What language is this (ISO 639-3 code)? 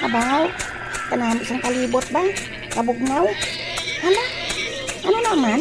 hil